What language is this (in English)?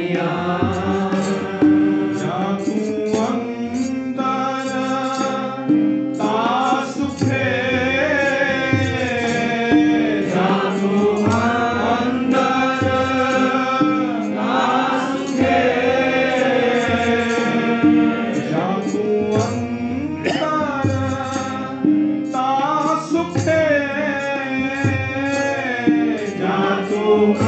Punjabi